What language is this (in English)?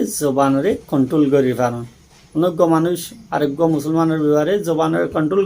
Rohingya